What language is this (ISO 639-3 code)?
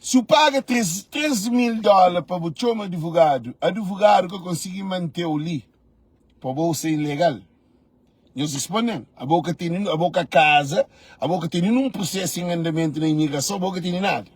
kea